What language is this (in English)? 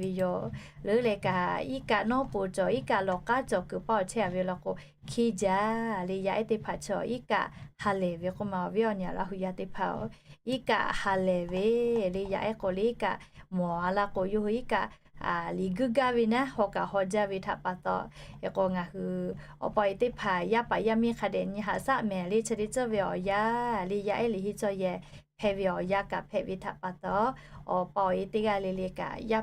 Lahu